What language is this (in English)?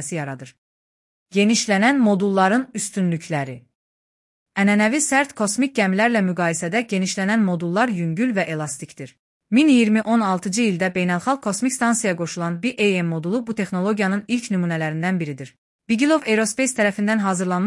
Azerbaijani